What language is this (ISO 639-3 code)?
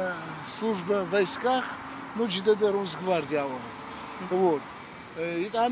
ady